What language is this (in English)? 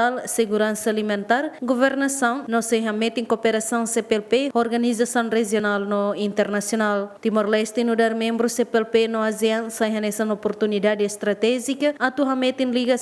Tetum